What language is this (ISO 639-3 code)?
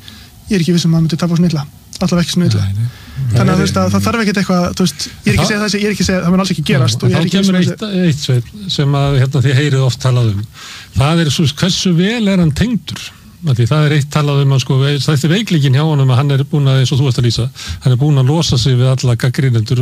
isl